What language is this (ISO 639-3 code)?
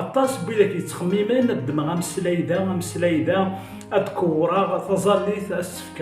kab